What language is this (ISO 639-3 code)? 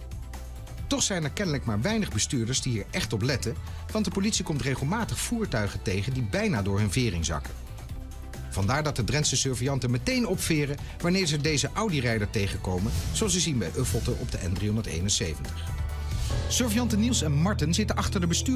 nld